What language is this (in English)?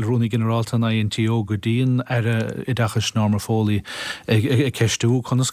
Irish